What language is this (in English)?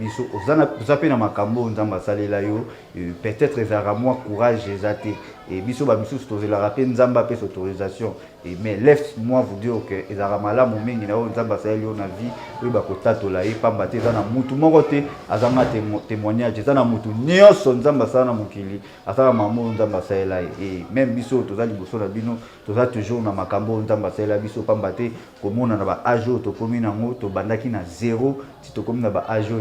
Lingala